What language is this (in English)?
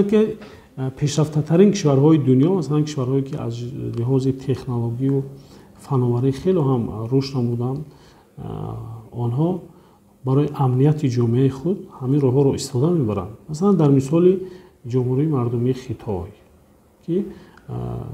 Tajik